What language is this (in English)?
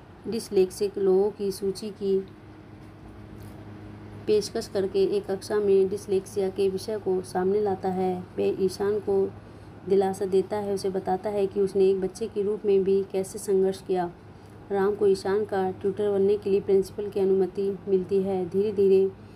Hindi